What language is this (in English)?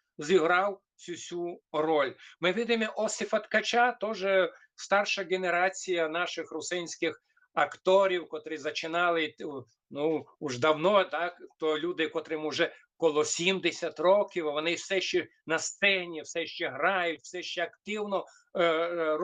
Rusyn